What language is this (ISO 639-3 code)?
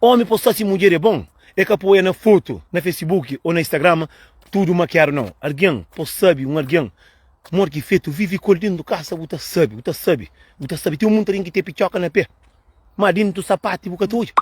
kea